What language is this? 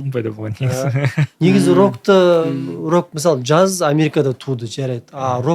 Kazakh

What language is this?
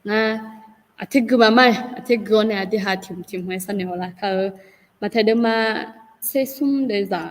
Akha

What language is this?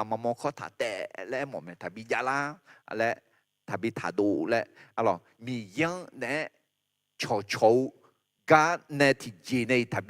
Akha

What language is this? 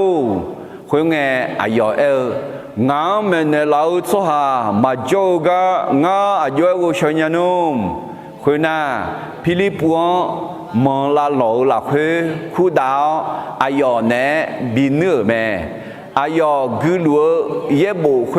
Akha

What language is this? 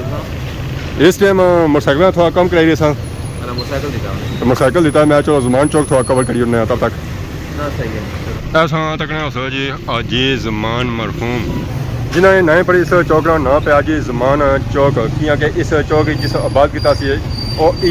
Pahari-Potwari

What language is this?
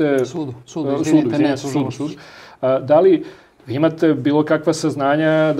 Serbian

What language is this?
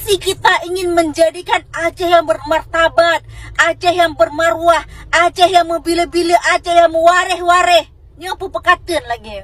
Achinese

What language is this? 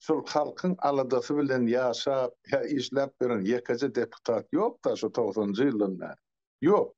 Turkmen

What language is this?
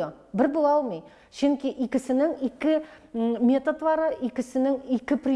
Tatar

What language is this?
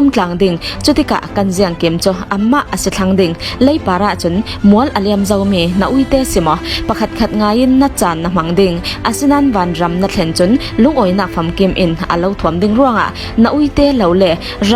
Falam Chin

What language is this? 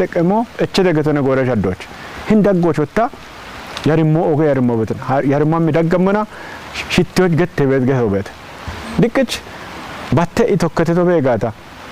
Kafa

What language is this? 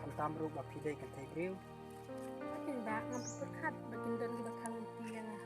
Khasi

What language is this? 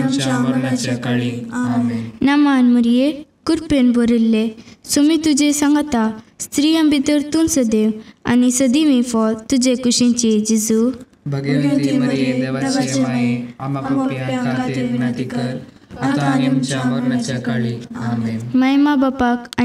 Konkani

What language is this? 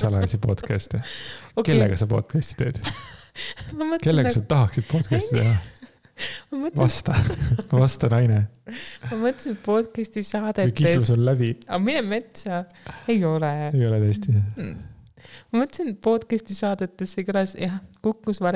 Estonian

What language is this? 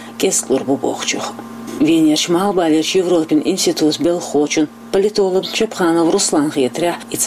Chechen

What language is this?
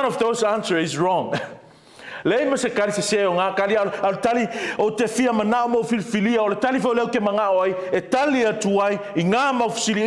Samoan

